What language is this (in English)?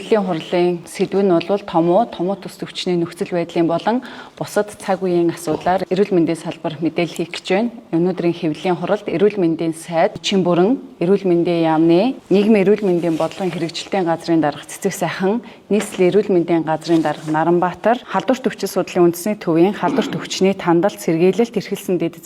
Mongolian